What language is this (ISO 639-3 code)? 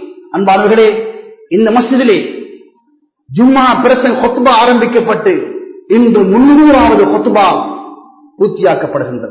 tam